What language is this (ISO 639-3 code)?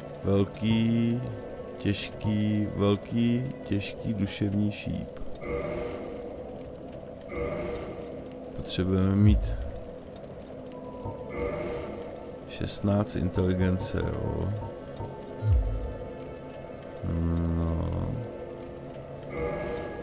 ces